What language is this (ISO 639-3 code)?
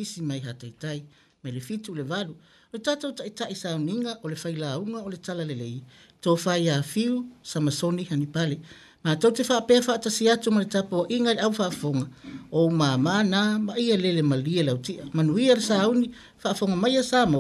smo